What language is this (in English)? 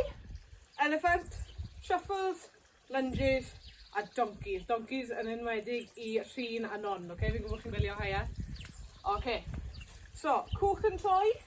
Welsh